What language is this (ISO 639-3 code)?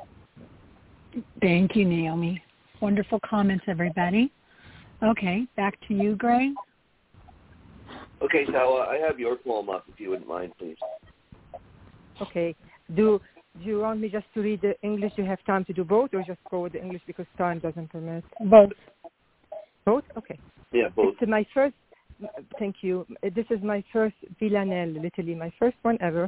eng